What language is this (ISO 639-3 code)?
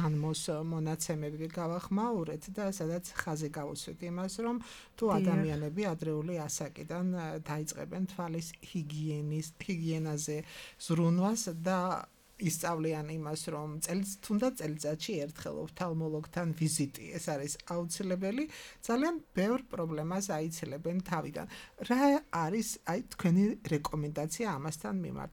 kat